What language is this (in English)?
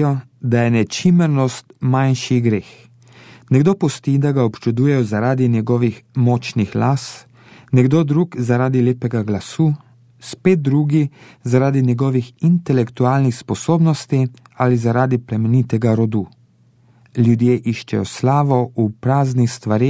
Slovenian